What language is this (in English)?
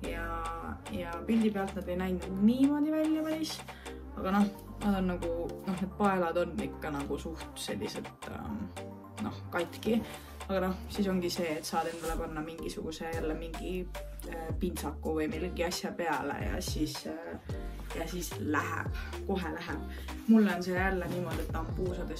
Estonian